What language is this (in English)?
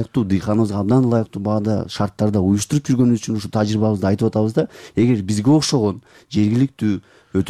Kyrgyz